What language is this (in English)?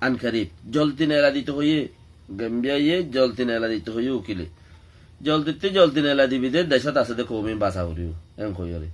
Rohingya